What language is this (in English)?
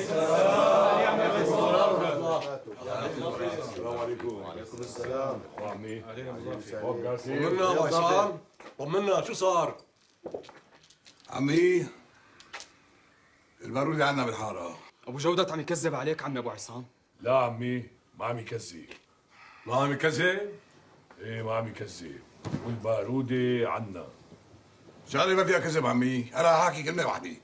North Levantine Arabic